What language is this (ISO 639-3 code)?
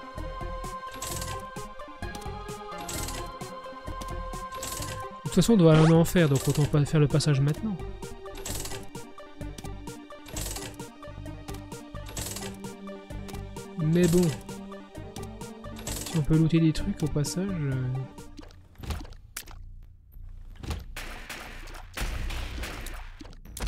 fra